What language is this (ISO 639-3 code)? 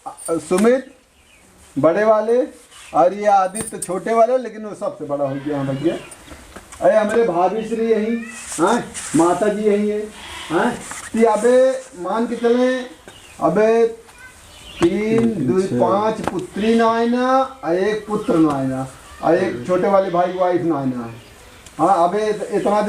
awa